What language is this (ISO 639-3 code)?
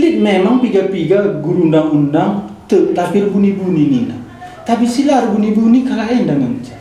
btx